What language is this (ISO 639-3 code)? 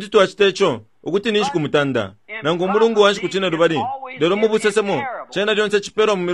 bem